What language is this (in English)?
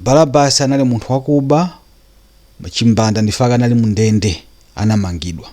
Nyanja